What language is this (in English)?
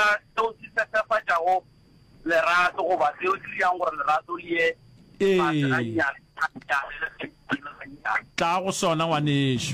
Northern Sotho